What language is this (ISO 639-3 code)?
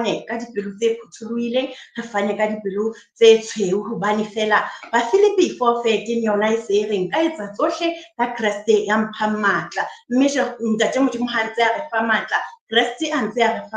sot